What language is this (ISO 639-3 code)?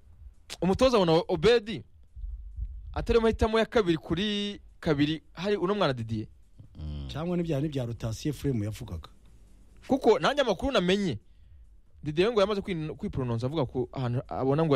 kin